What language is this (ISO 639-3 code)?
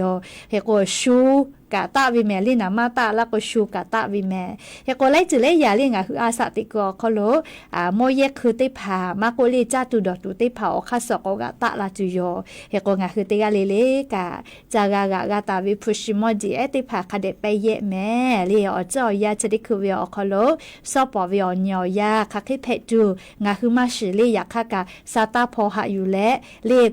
lhu